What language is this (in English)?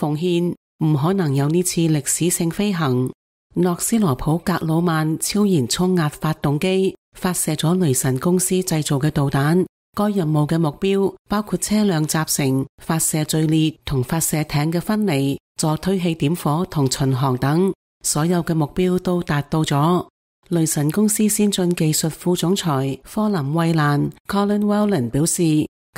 Cantonese